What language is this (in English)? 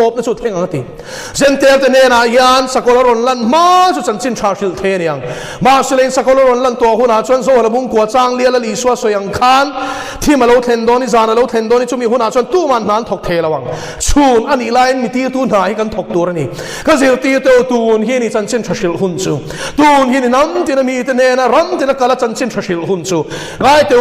Mizo